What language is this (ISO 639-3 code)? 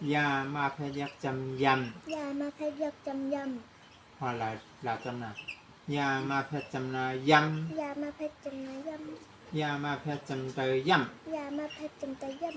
shn